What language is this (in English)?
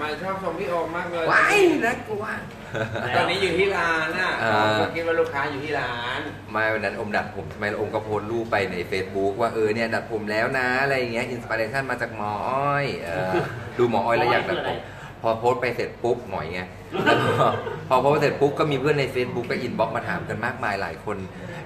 Thai